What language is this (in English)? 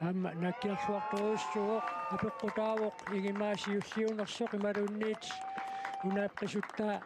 Kalaallisut